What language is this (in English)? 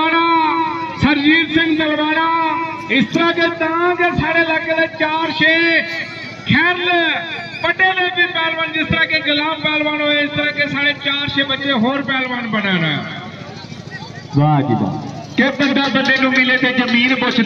Punjabi